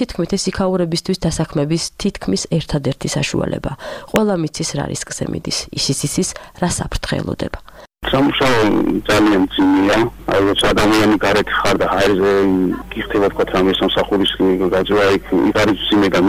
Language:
Georgian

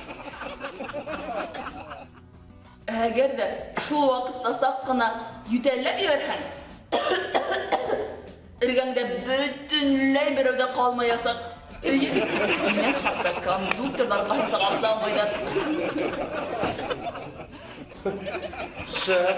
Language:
Bashkir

